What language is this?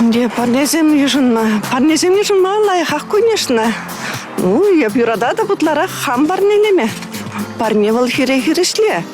Chuvash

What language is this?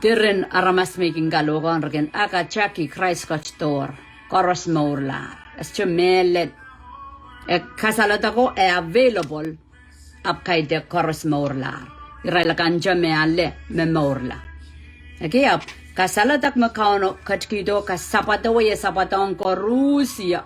Pohnpeian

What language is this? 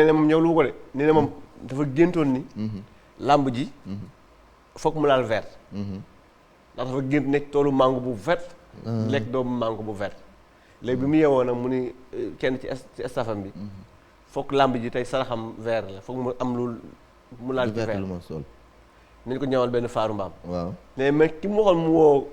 Wolof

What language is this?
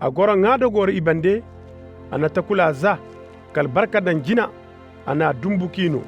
Koyraboro Senni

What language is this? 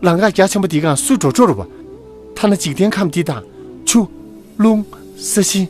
Tibetan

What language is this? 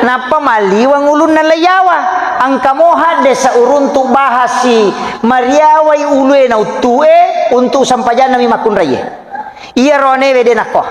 Buginese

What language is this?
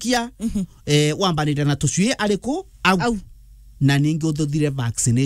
Meru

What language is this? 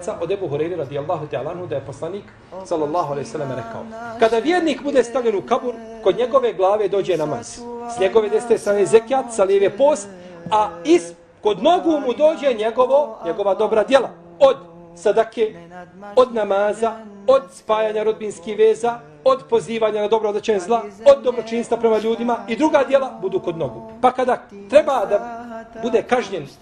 Bosnian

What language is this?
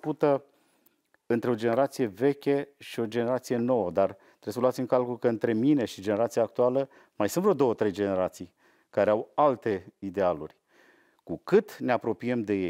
Romanian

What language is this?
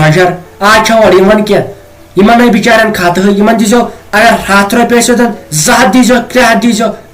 Kashmiri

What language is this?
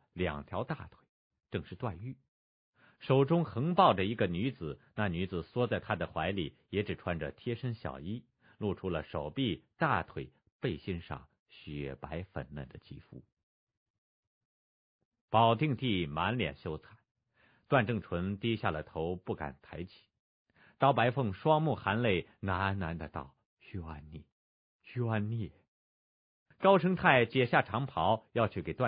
Chinese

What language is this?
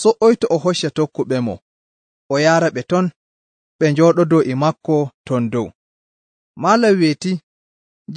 Nigerian Fulfulde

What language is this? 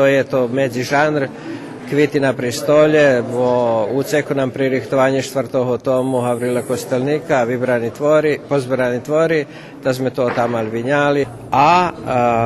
Rusyn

